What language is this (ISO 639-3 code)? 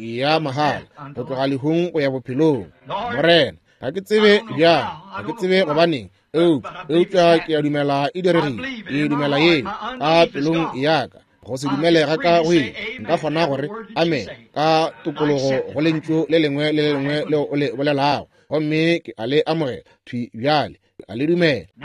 nso